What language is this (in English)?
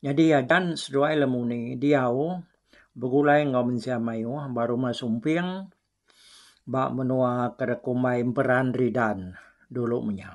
Iban